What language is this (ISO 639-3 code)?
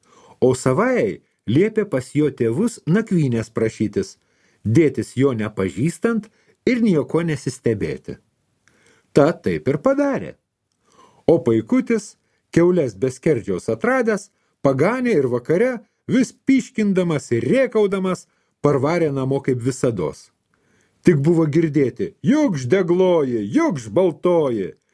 lit